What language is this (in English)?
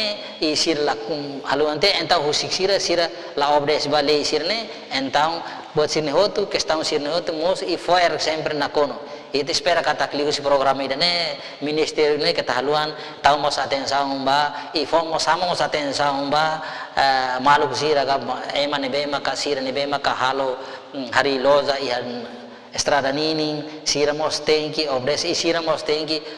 Tetum